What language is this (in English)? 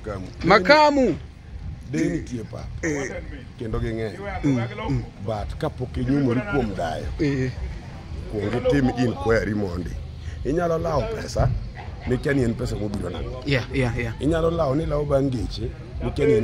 Luo (Kenya and Tanzania)